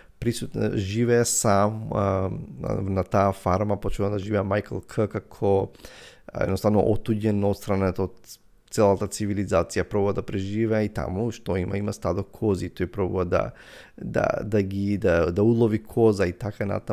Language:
Macedonian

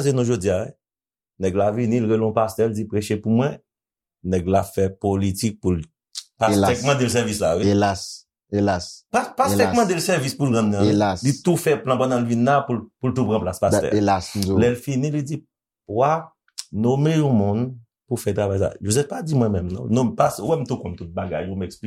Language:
Haitian Creole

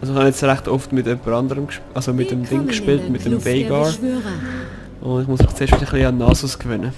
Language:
Swiss German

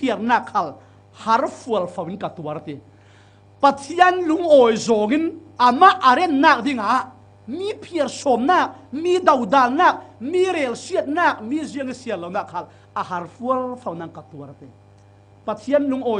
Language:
Falam Chin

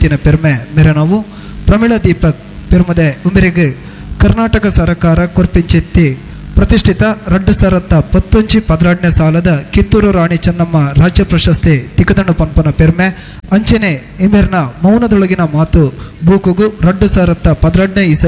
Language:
Tulu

